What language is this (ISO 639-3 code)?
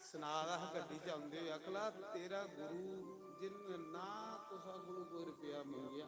doi